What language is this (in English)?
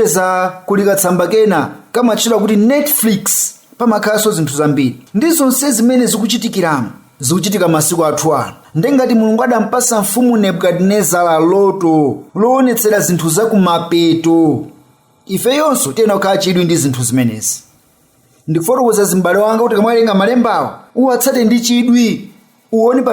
Nyanja